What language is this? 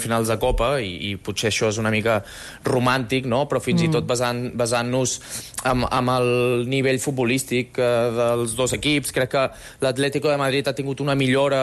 Catalan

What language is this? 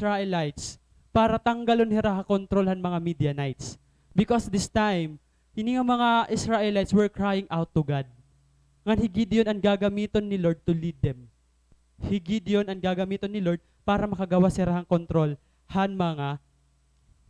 Waray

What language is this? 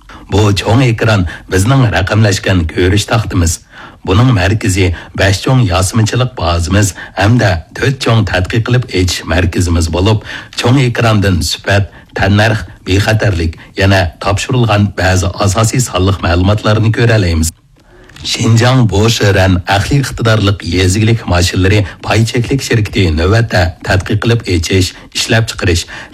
Uyghur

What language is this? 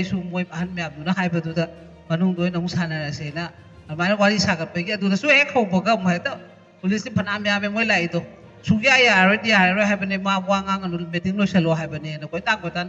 Manipuri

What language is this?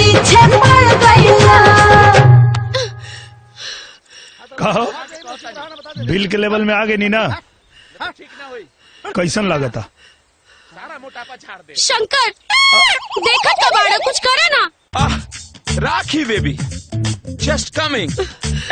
Bhojpuri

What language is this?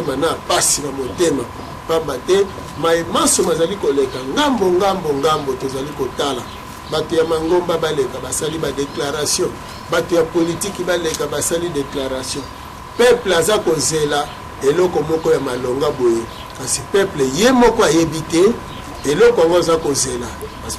Lingala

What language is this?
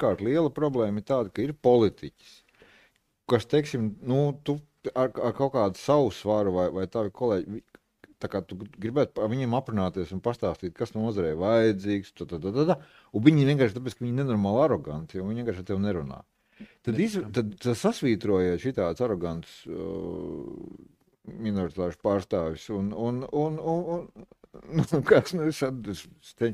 Latvian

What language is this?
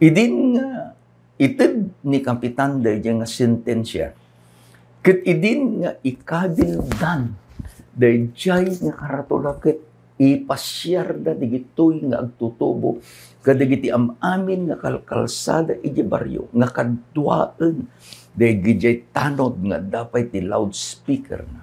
Iloko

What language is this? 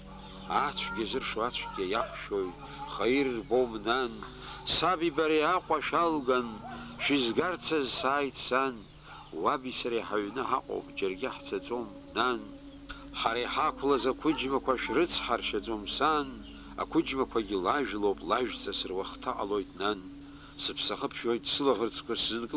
Abkhazian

